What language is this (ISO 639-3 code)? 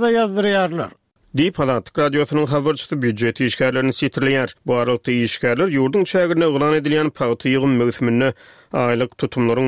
tuk